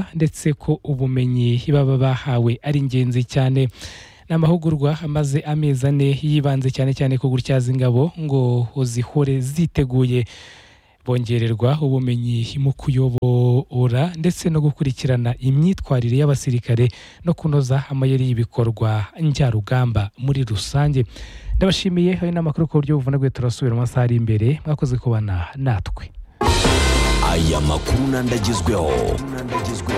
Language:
Kinyarwanda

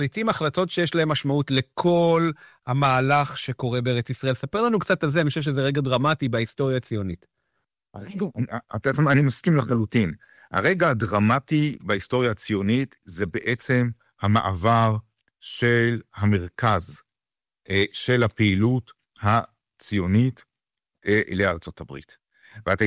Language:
Hebrew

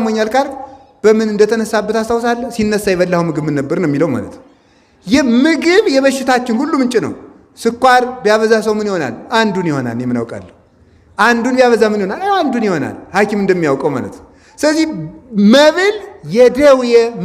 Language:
Amharic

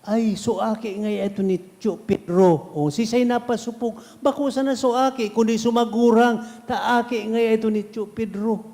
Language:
Bikol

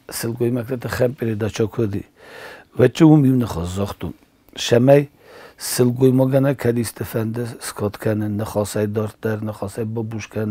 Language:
Ossetic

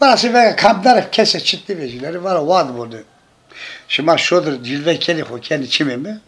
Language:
Zaza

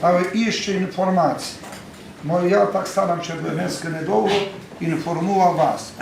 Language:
Rusyn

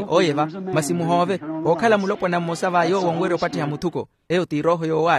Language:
Makhuwa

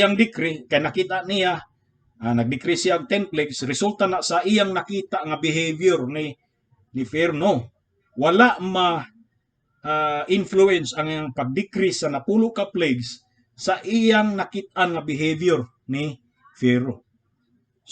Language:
Cebuano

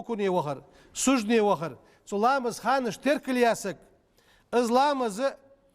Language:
Ingush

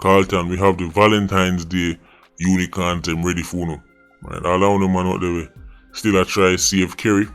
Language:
Jamaican Creole English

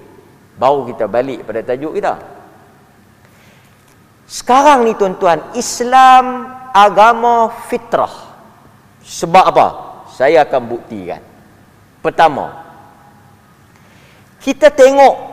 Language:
Malay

